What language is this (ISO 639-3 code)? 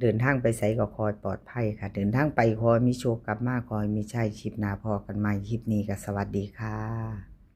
tts